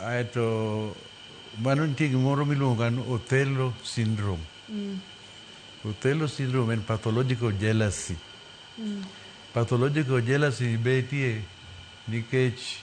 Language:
Luo (Kenya and Tanzania)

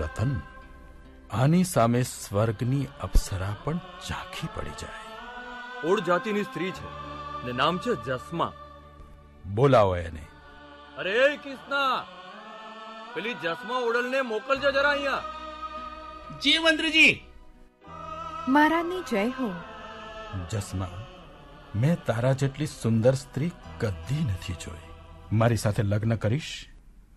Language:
Gujarati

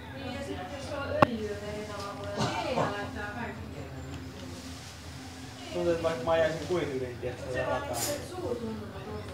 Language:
Finnish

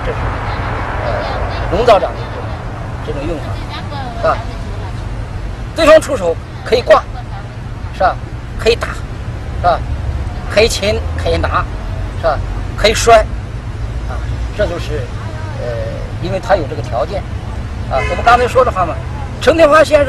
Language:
Chinese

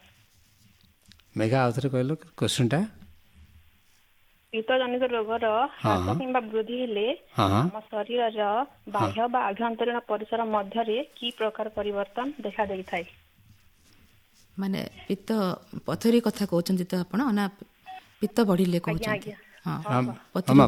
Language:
Odia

